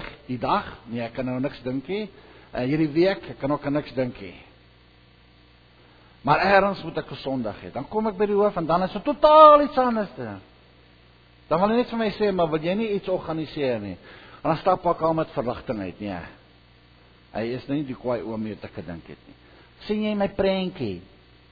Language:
Afrikaans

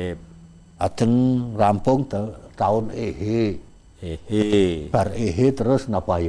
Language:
Javanese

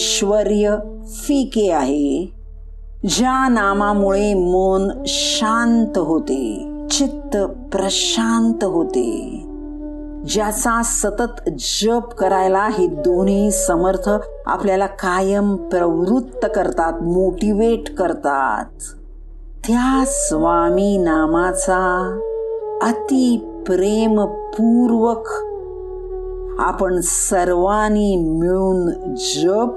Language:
Marathi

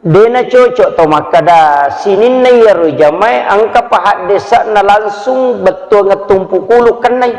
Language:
Buginese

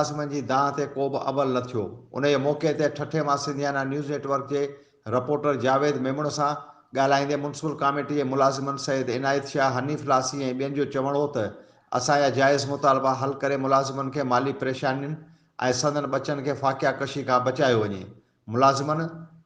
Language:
Sindhi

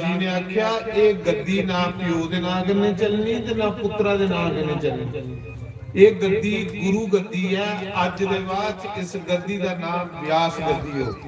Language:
Dogri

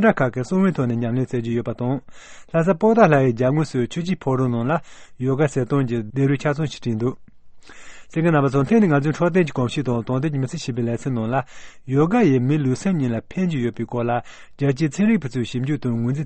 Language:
Tibetan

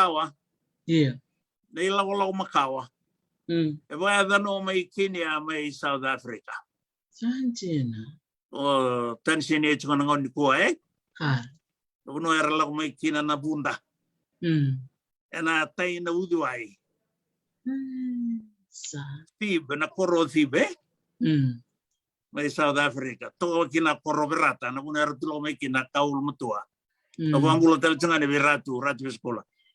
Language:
Fijian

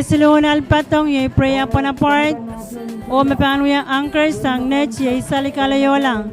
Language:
Pohnpeian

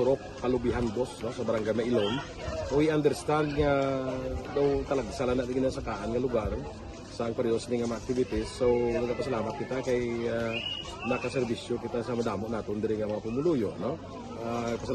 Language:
Hiligaynon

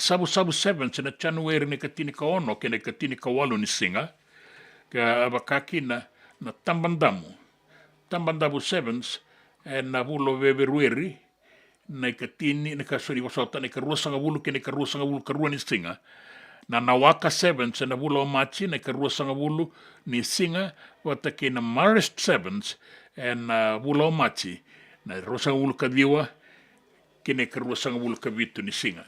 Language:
Fijian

